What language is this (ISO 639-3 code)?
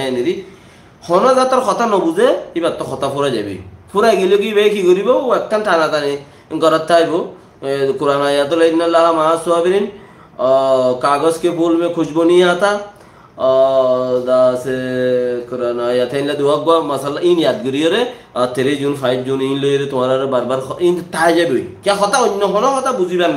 rhg